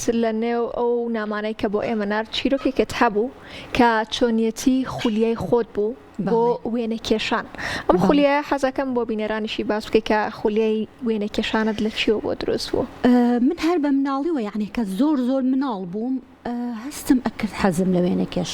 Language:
Central Kurdish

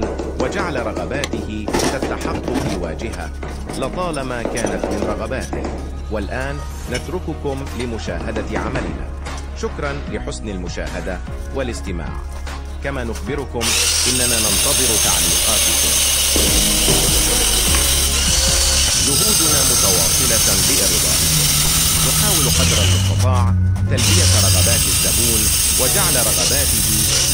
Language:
Arabic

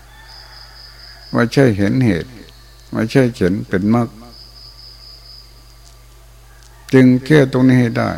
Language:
Thai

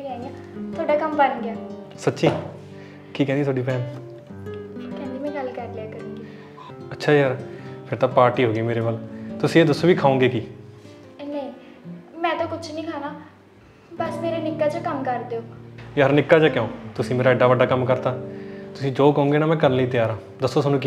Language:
Punjabi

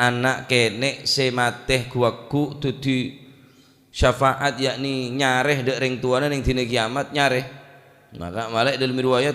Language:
Madurese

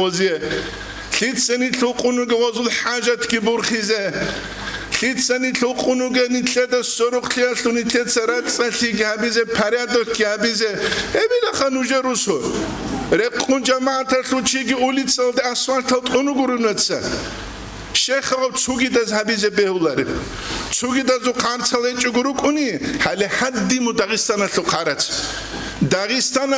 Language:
Avaric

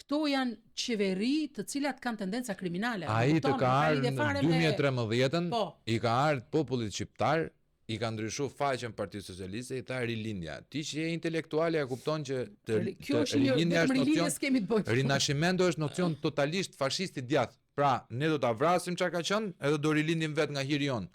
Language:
Albanian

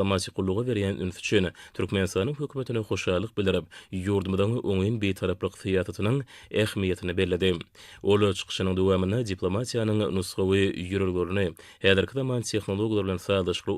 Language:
Turkmen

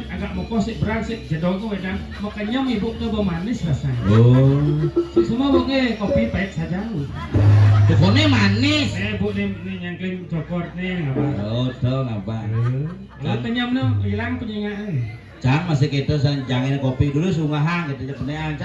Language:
Balinese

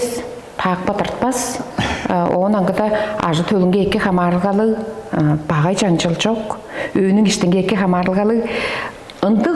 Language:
Tuvinian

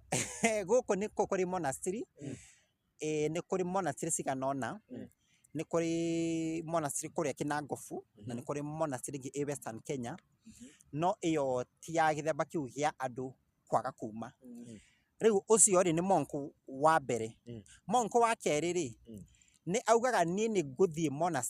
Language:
Kikuyu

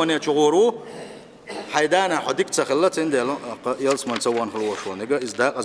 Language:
Chechen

